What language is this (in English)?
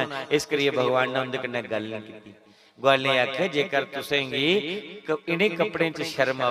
Dogri